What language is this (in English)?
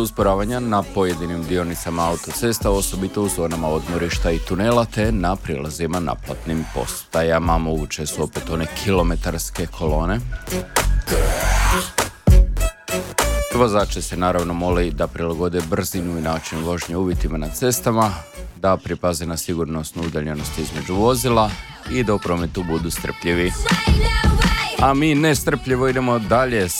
Croatian